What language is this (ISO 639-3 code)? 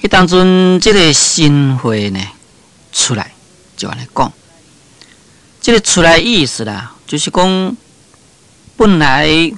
nan